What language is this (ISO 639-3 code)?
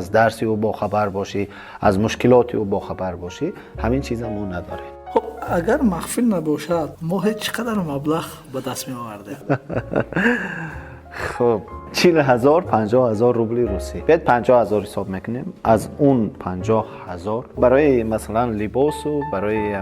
tgk